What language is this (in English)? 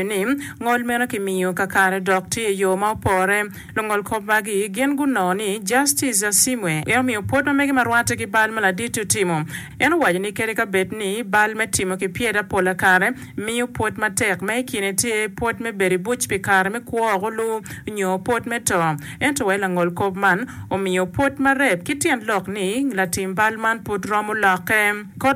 Acoli